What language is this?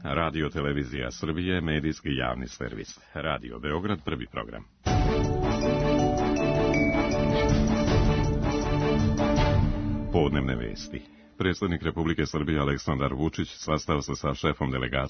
Serbian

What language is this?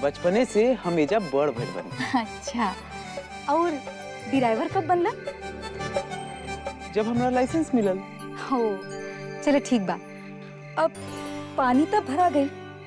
Bhojpuri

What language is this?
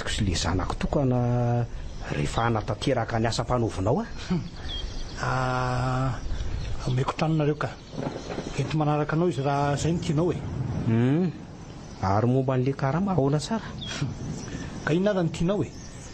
Malagasy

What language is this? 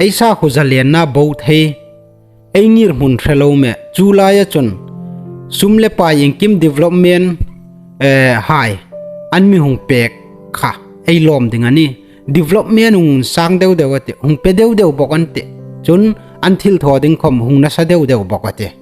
Hmar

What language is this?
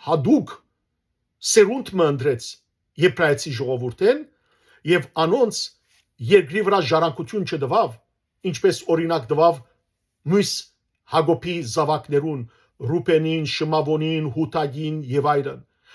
Western Armenian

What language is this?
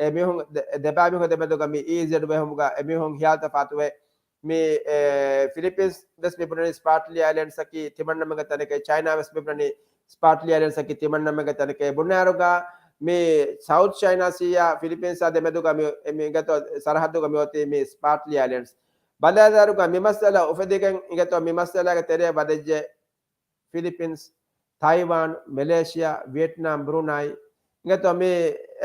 Divehi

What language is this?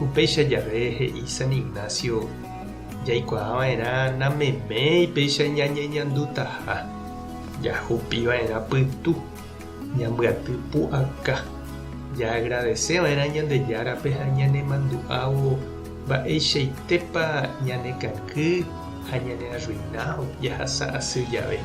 Guarani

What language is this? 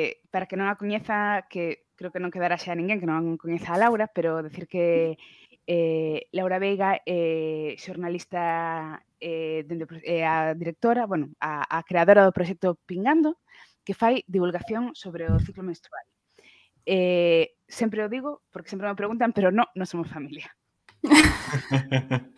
Galician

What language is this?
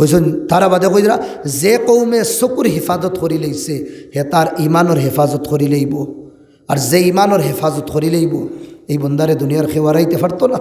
Sylheti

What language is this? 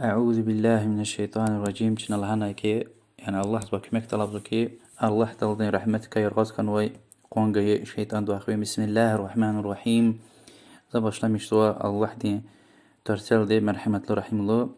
Lezghian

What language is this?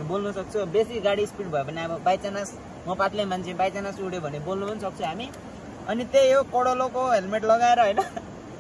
Nepali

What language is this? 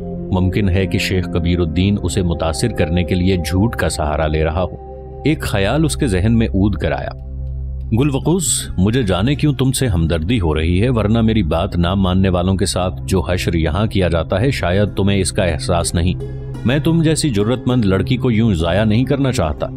Urdu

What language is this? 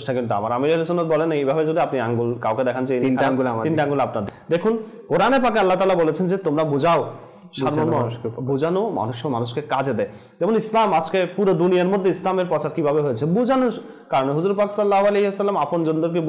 Bangla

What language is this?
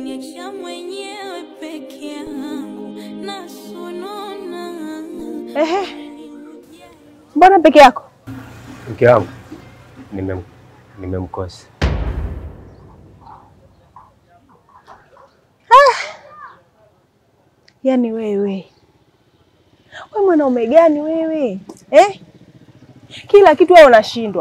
Swahili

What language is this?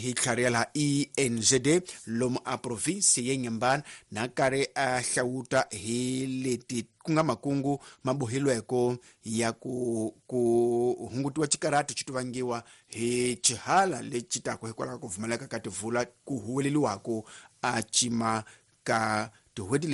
Tsonga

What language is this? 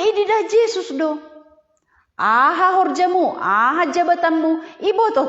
Batak Simalungun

